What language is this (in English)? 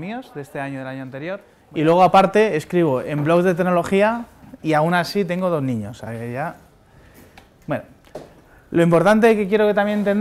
Spanish